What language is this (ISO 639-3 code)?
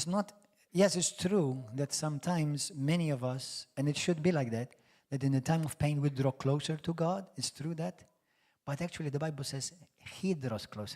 eng